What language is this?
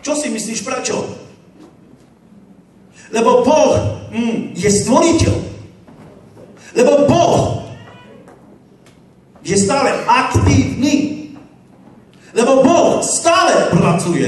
Slovak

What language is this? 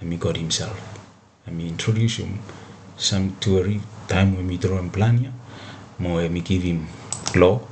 Bislama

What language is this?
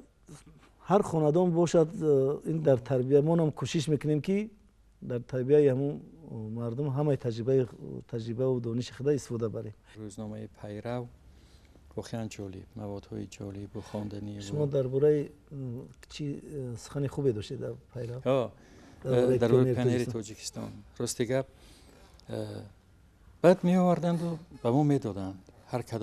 Tajik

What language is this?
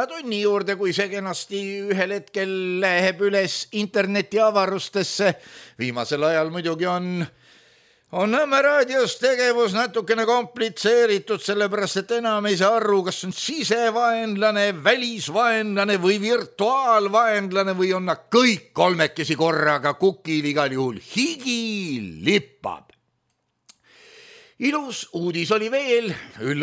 Estonian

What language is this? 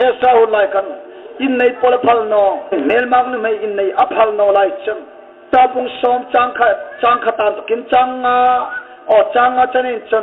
Hmar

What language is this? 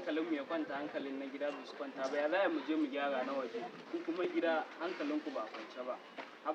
Hausa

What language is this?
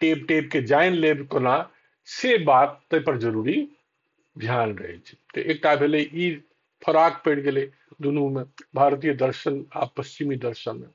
Maithili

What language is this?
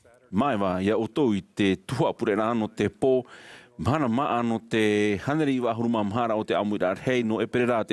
Tahitian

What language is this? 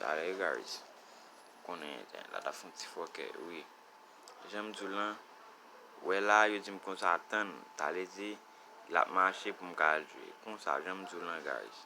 Haitian Creole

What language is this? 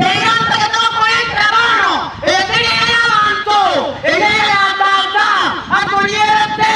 Gusii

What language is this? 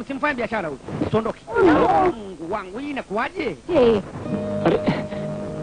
Swahili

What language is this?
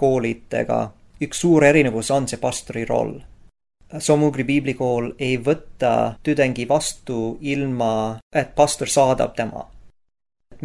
Estonian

